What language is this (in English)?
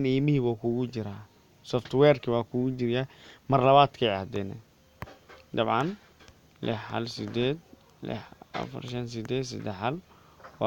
Somali